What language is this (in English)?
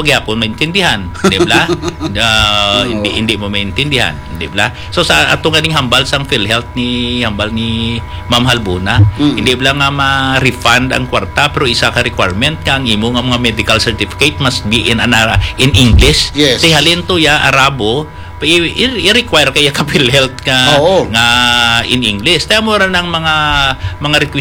Hiligaynon